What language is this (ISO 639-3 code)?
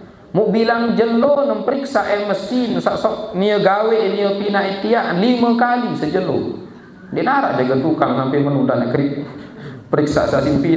sas